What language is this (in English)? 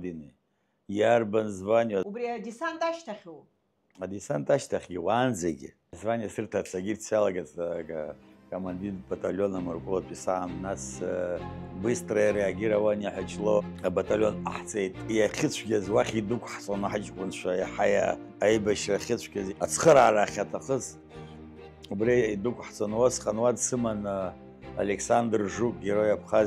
Abkhazian